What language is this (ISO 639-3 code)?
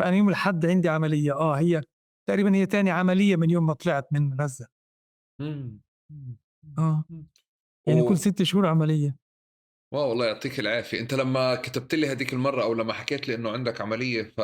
apc